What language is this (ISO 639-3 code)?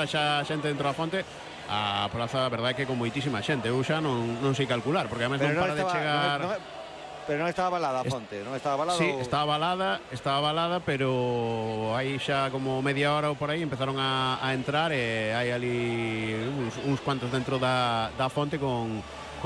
glg